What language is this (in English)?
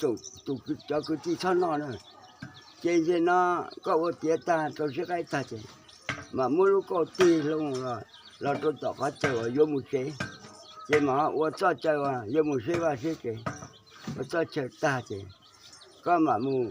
Hmong